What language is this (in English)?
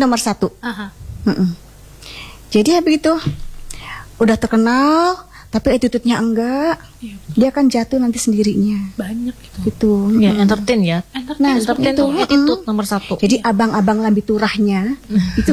Indonesian